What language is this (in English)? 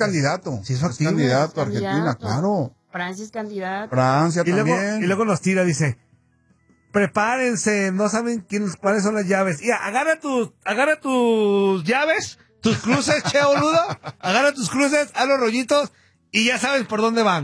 Spanish